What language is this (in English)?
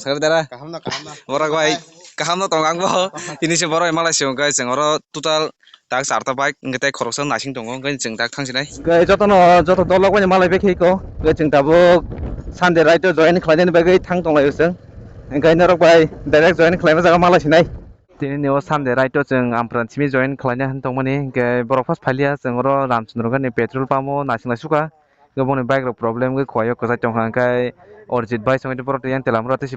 Kok Borok